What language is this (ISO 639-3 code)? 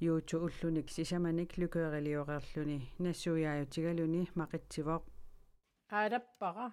kal